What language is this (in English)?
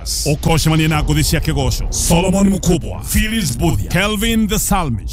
Kikuyu